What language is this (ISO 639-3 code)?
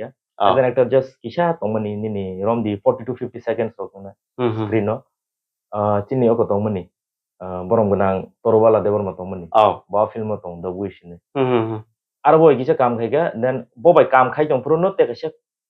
trp